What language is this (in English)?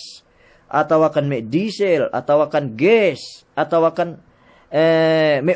Yakan